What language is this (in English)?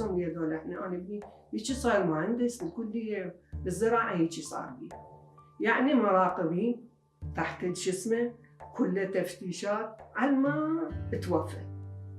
Mesopotamian Arabic